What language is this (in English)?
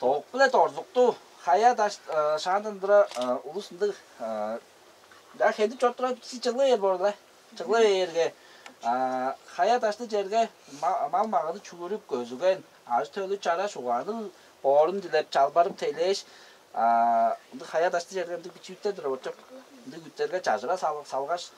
Tuvinian